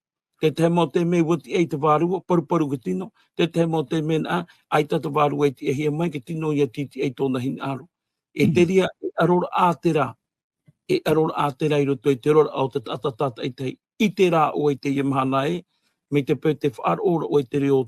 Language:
Tahitian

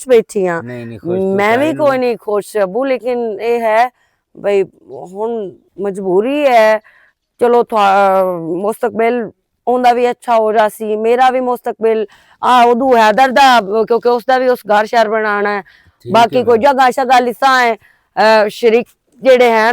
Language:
Western Panjabi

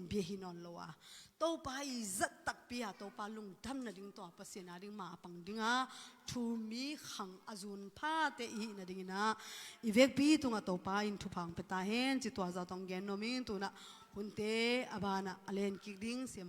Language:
Tedim Chin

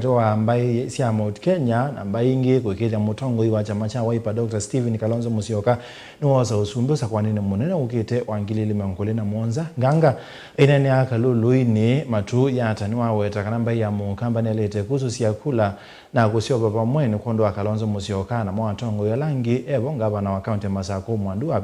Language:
Kamba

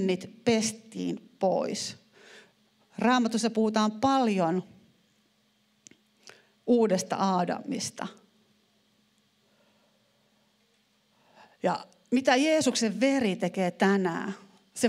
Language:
Finnish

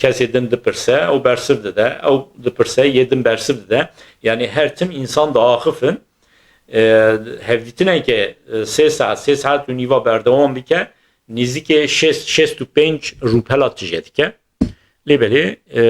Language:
Kurdish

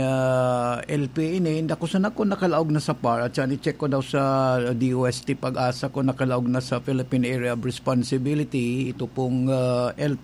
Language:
Bikol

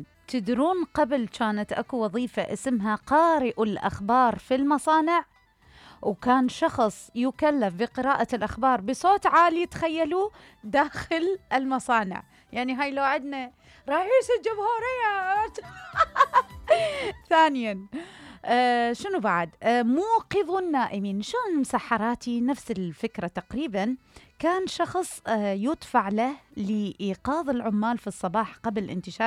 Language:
Mesopotamian Arabic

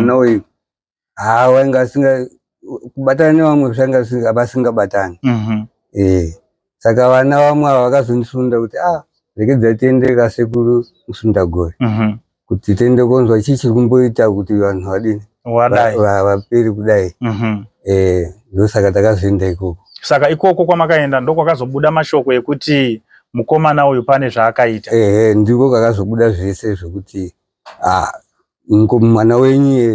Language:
Shona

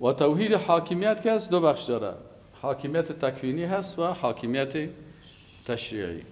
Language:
Persian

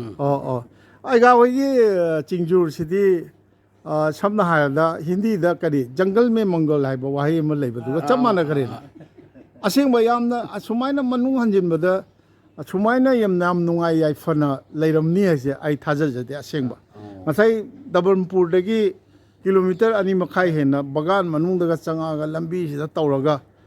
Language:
Manipuri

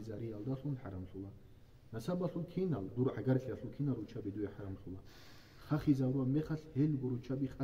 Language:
Avaric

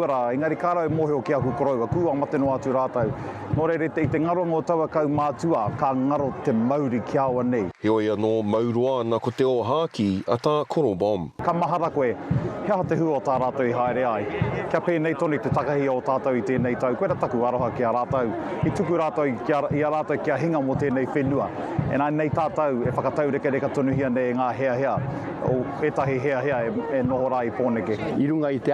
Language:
Māori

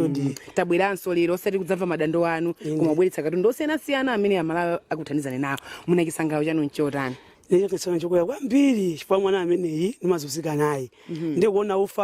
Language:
Nyanja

